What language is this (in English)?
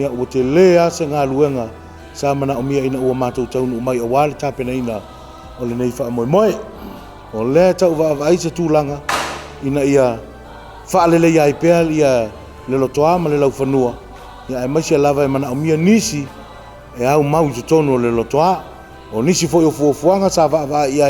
Samoan